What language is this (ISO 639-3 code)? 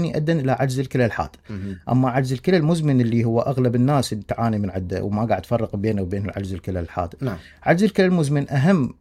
acm